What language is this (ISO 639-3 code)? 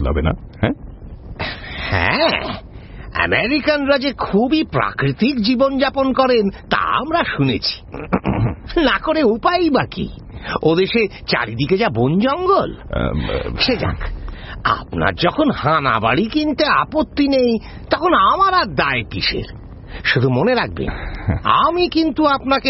ben